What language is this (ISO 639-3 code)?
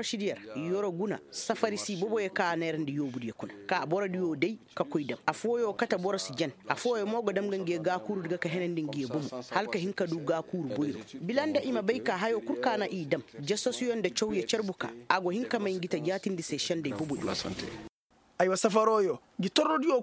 ses